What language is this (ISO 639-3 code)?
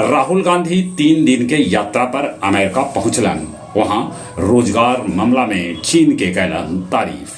mag